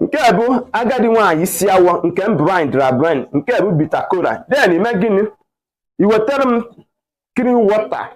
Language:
Igbo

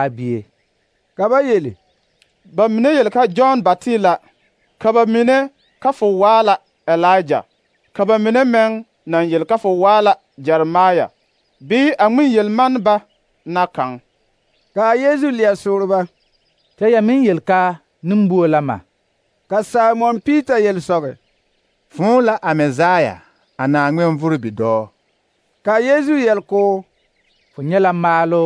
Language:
Southern Dagaare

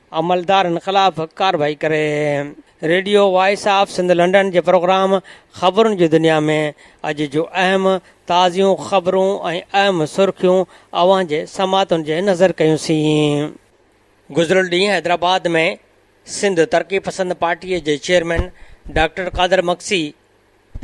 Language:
Sindhi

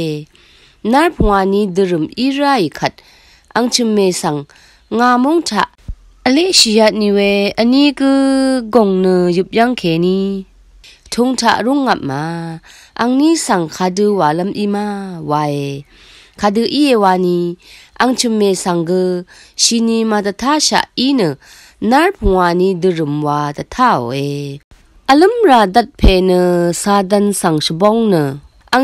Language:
Rawang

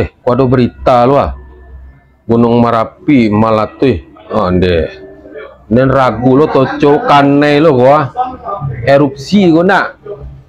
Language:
Minangkabau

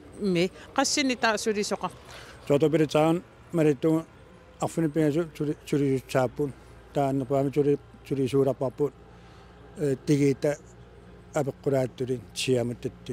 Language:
Kalaallisut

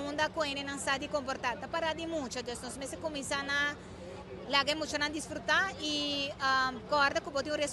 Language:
Papiamento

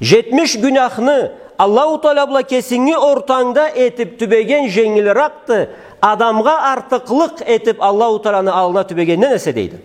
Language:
Karachay-Balkar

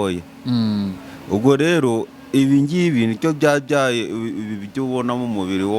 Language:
Kinyarwanda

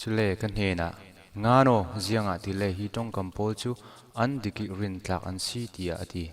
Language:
Falam Chin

